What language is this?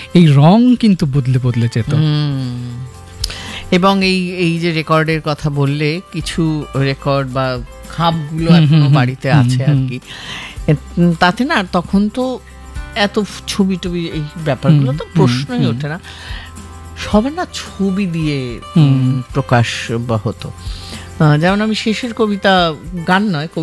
Bangla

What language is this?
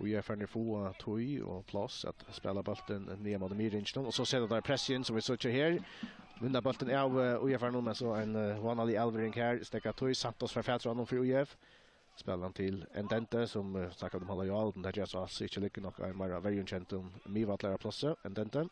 Faroese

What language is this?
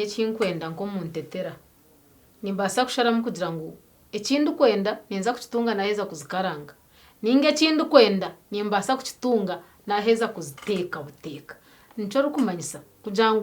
Nyankole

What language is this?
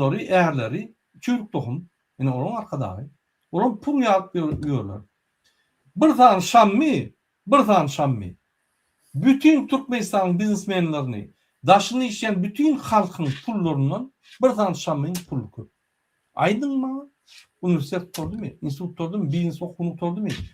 Turkmen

